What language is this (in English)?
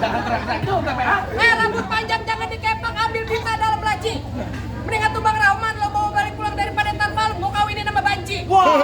Betawi